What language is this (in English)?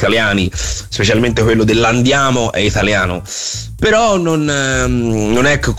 Italian